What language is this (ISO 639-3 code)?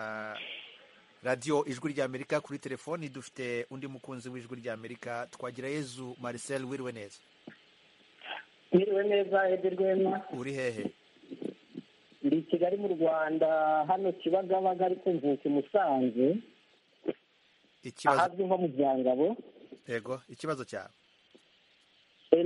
kin